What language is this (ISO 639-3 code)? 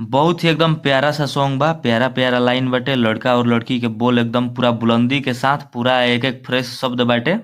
bho